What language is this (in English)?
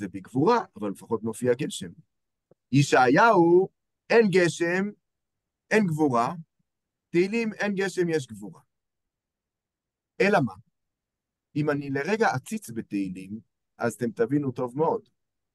Hebrew